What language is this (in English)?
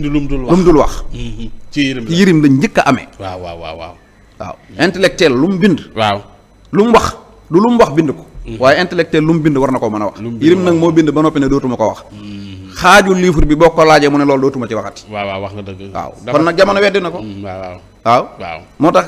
Wolof